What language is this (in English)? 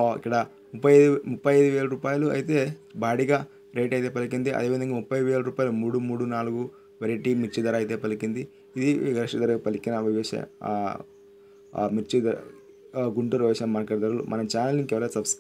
Telugu